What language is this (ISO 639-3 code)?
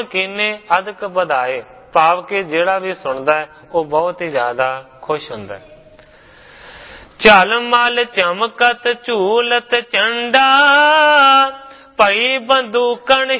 pan